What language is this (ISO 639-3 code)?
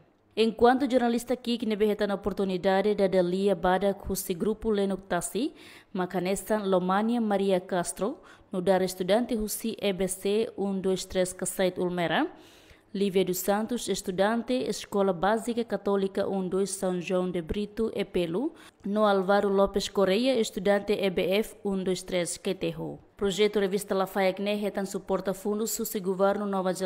tet